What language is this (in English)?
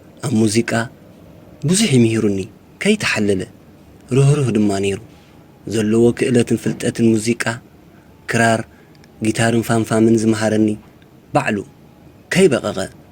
Tigrinya